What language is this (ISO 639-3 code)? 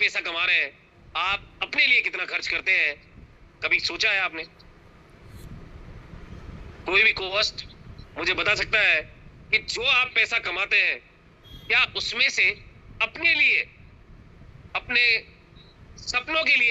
hin